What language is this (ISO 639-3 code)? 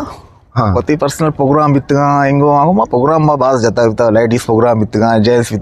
bgp